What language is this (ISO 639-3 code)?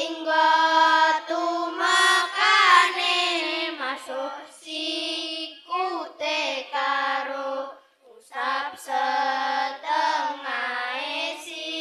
jav